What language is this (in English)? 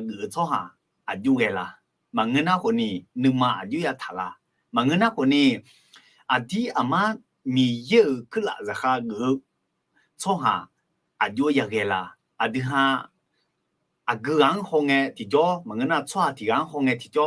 Akha